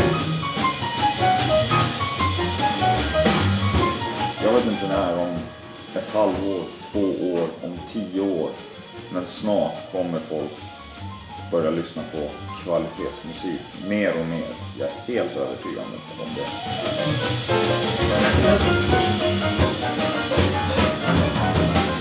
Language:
Swedish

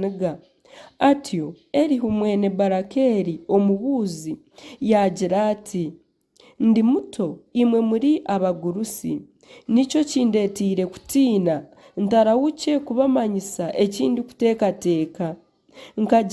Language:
Nyankole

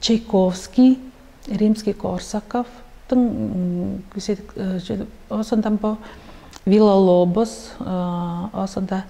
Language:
Tuvinian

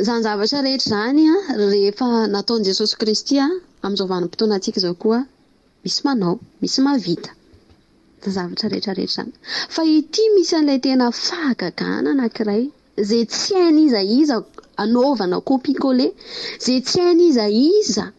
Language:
Malagasy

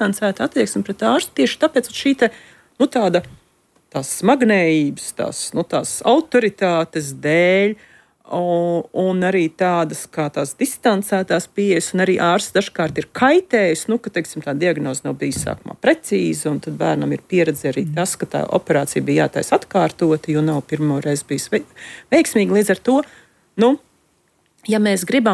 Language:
Latvian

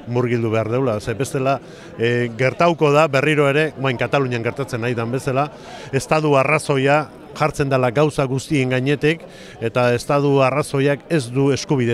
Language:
Basque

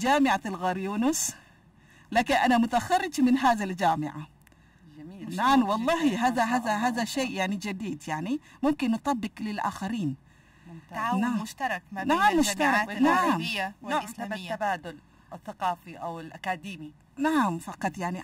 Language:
Arabic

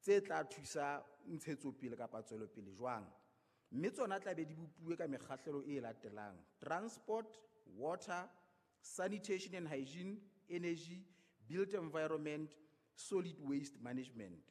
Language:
Southern Sotho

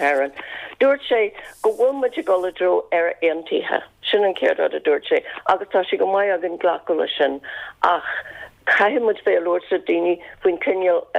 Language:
Irish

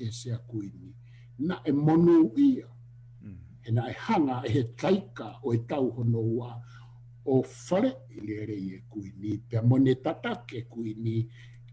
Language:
Tongan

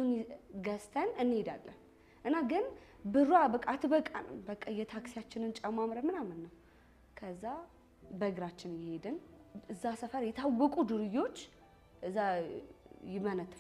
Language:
Amharic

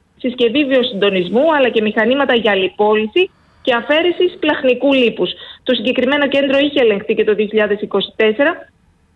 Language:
Greek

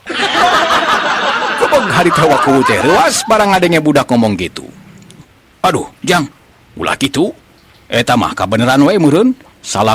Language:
Sundanese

